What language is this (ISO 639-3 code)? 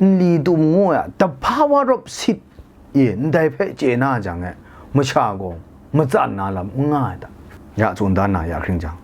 kac